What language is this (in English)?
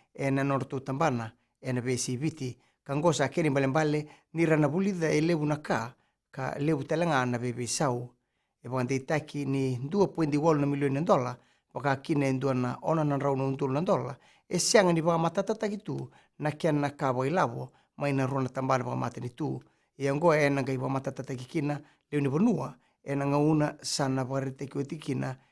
Fijian